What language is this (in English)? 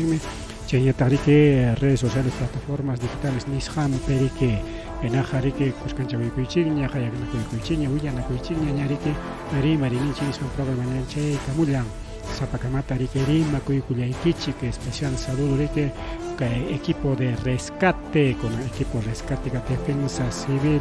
Ayacucho Quechua